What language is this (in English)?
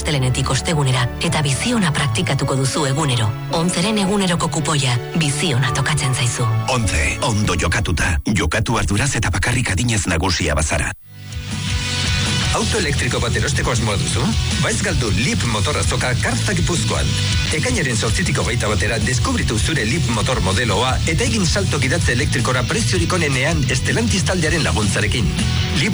Basque